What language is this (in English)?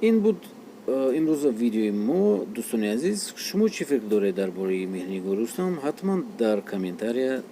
Tajik